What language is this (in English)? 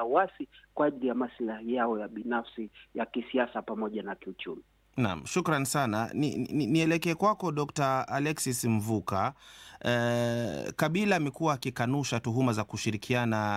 Swahili